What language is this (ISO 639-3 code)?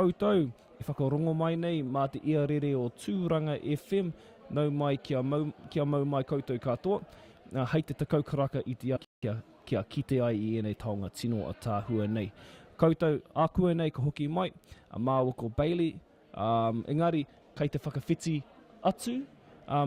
mri